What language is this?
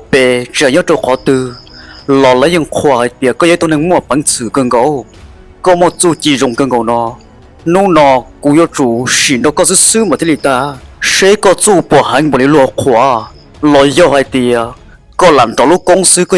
Hmong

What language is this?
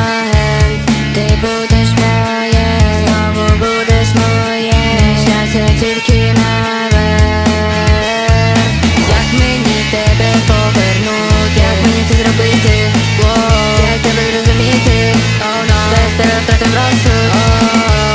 Ukrainian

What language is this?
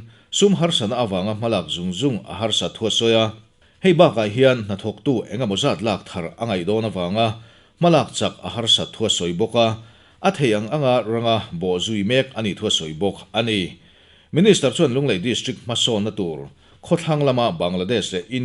Mizo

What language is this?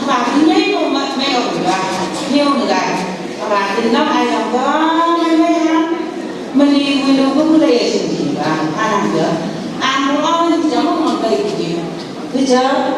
Phom Naga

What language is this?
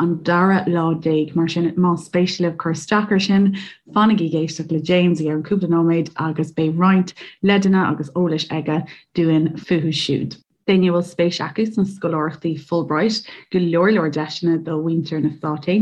Irish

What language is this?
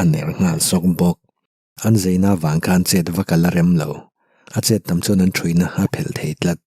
Mizo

